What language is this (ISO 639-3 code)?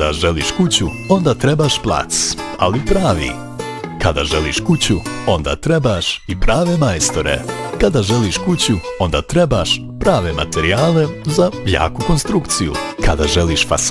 bos